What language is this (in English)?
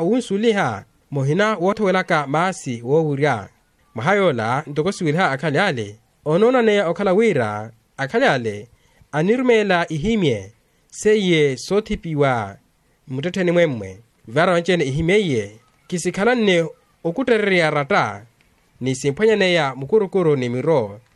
Makhuwa